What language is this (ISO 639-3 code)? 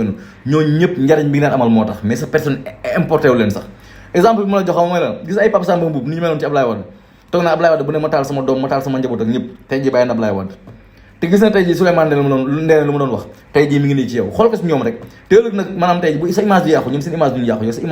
wol